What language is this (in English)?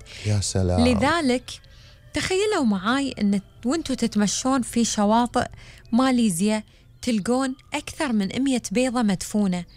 Gulf Arabic